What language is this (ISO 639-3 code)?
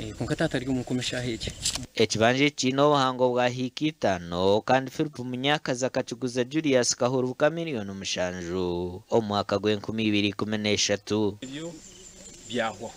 nyn